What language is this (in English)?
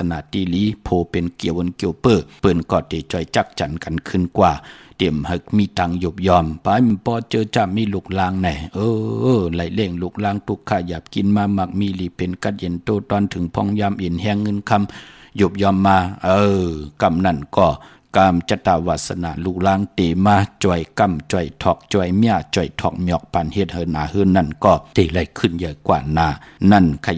Shan